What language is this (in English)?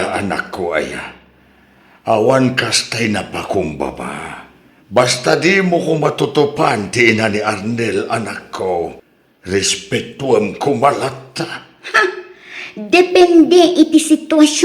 Iloko